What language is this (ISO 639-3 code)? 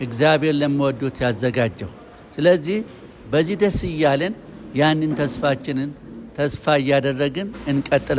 amh